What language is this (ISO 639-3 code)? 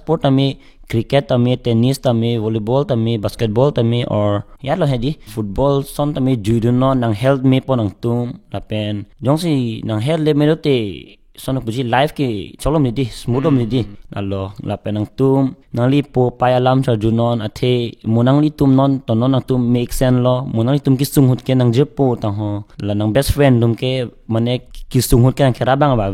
mjw